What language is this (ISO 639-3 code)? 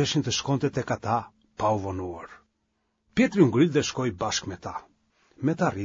sqi